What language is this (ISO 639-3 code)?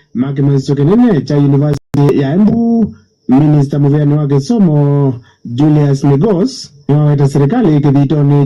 kam